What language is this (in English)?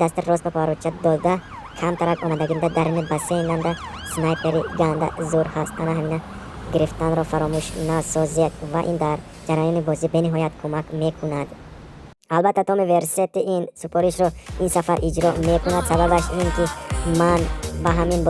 Tajik